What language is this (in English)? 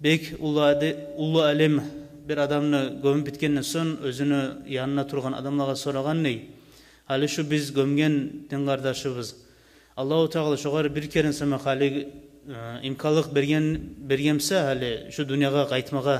Kumyk